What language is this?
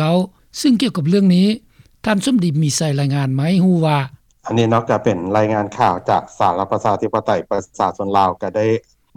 Lao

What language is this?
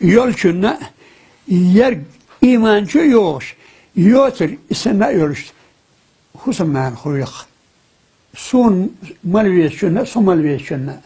Chechen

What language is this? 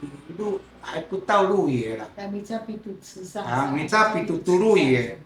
Sakizaya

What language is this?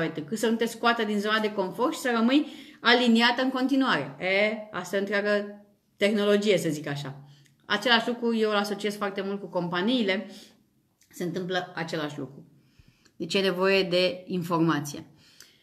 Romanian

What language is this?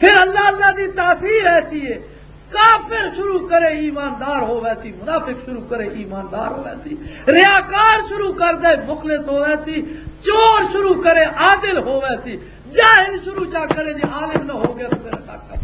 Western Panjabi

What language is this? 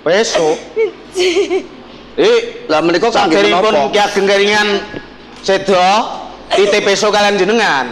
Javanese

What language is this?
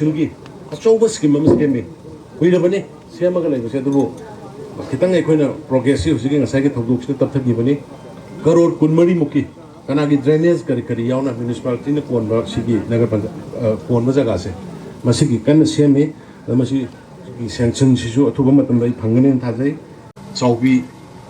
Manipuri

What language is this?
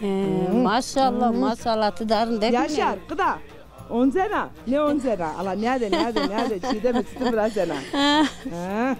Zaza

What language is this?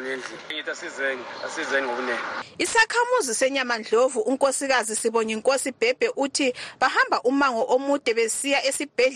North Ndebele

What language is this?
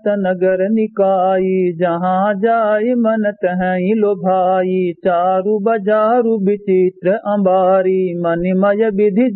Awadhi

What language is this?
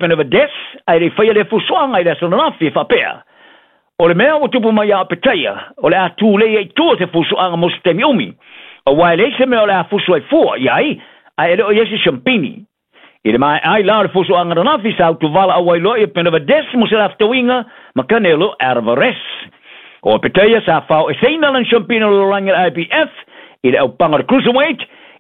Samoan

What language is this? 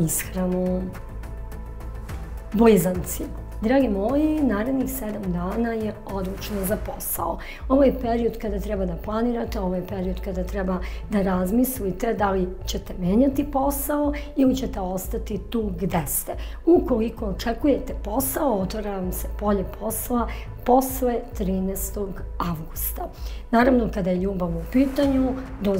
Serbian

